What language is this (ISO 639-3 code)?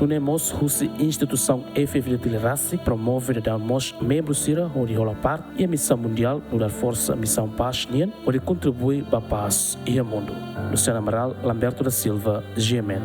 tet